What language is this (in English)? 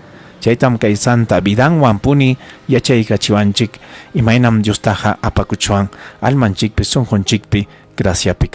Ayacucho Quechua